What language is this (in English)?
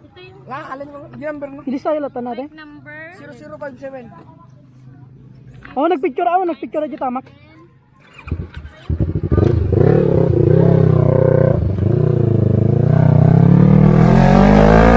Filipino